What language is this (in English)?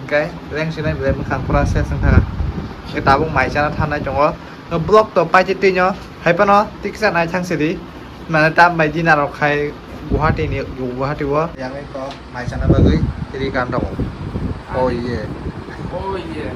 Kok Borok